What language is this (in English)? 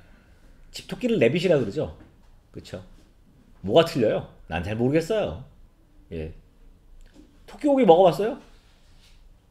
Korean